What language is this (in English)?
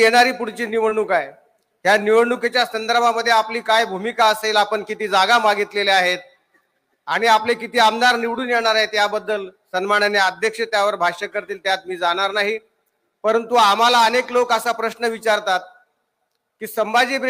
Marathi